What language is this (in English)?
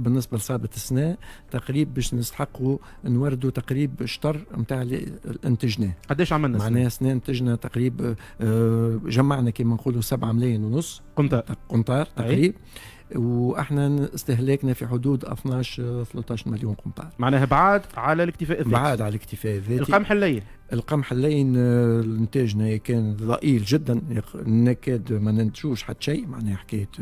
Tunisian Arabic